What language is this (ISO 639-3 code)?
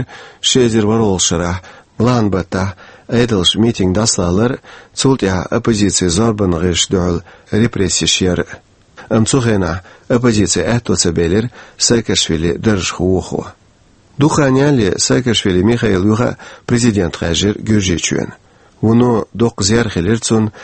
che